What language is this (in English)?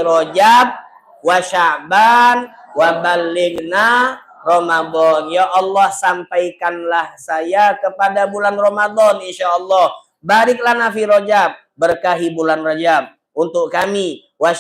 Musi